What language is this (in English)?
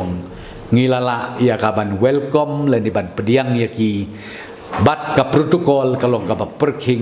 Khasi